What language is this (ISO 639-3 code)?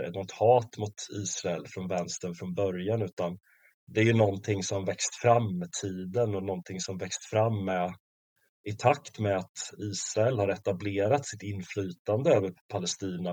swe